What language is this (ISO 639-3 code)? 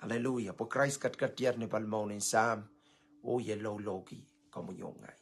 pon